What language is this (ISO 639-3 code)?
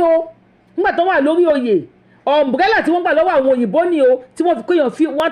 yor